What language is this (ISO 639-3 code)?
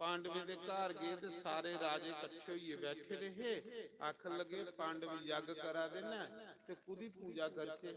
doi